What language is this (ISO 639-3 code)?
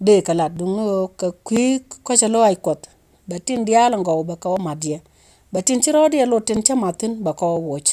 nus